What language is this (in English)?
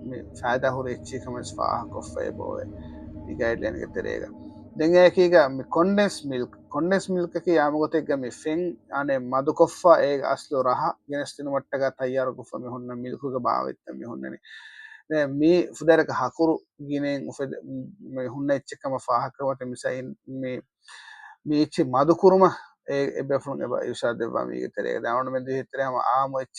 Divehi